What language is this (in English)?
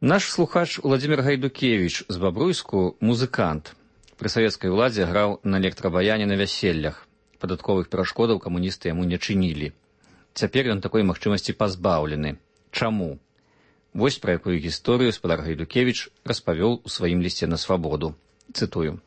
Belarusian